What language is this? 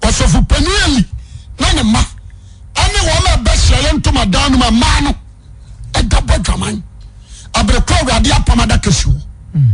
Akan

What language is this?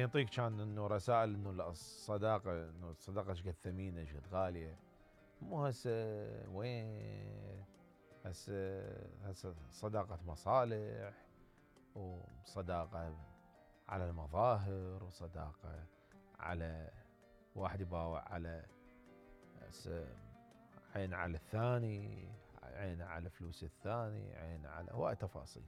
Mesopotamian Arabic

